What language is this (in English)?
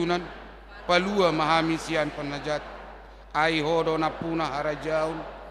Batak Toba